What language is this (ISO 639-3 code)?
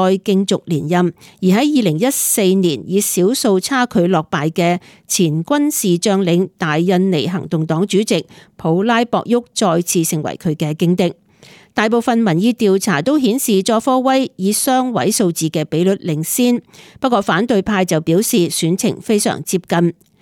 yue